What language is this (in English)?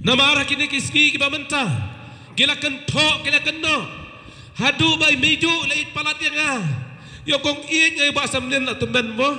Khasi